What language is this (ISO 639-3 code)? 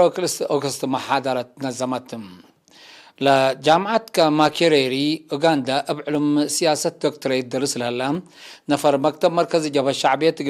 tig